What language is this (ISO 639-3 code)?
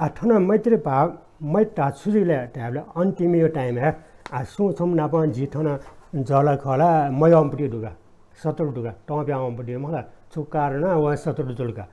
new